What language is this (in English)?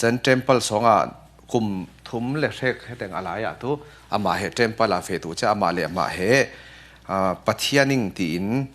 Falam Chin